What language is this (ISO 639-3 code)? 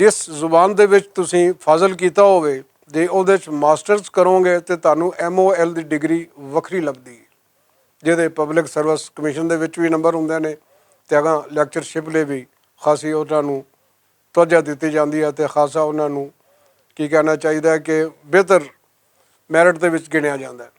lah